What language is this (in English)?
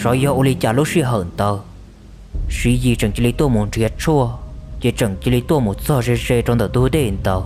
Hmong